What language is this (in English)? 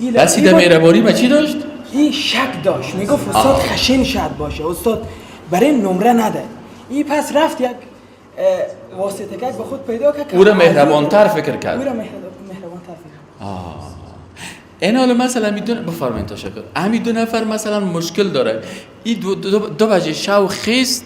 Persian